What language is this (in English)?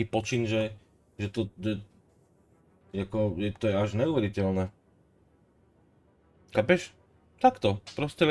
Slovak